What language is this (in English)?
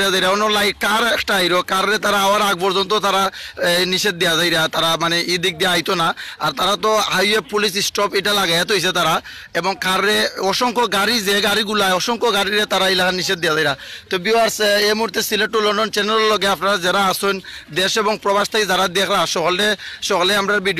Sylheti